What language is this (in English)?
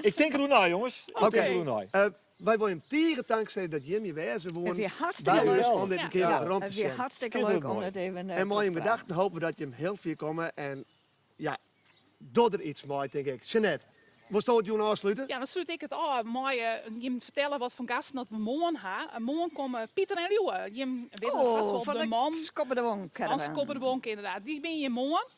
Western Frisian